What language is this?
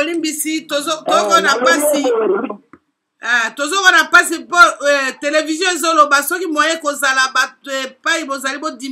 Lingala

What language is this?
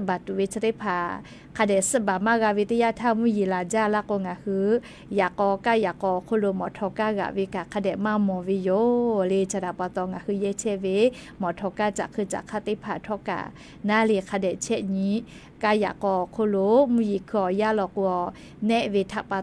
Lahu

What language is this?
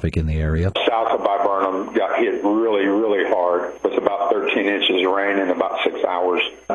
English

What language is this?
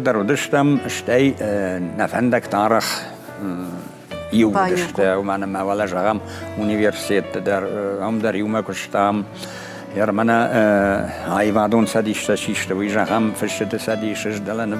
Ossetic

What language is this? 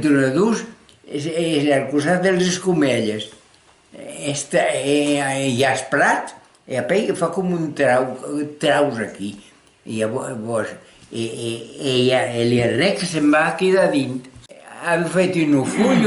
Occitan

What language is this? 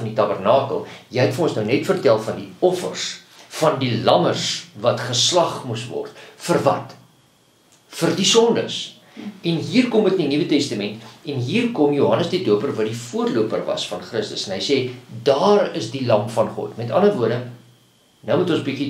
Afrikaans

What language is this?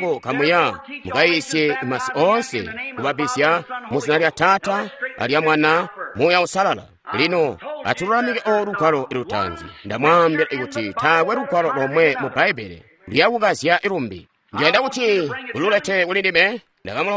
Tonga (Zambia)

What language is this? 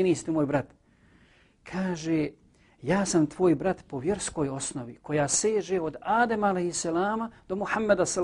Bosnian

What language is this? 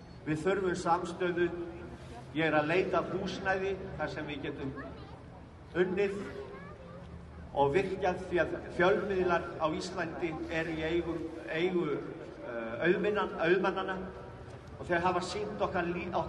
Icelandic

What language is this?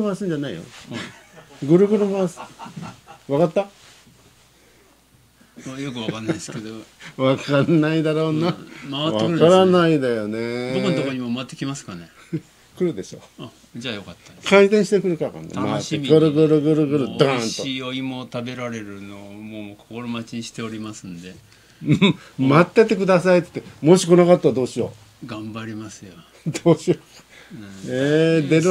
Japanese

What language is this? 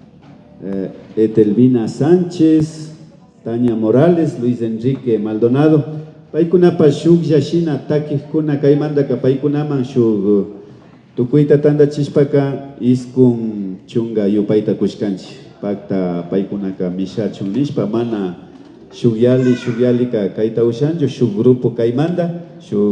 Imbabura Highland Quichua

